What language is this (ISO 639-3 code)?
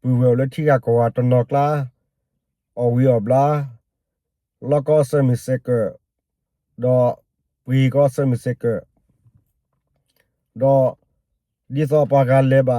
ksw